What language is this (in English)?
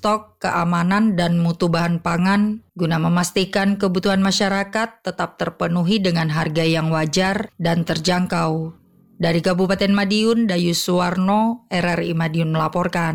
Indonesian